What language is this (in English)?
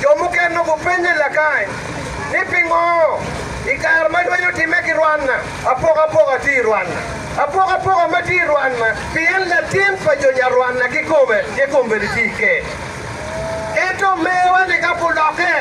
Acoli